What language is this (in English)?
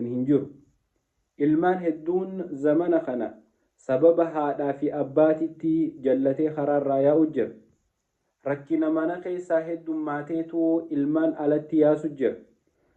Oromo